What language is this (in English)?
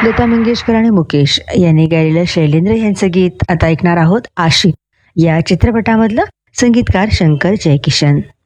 Marathi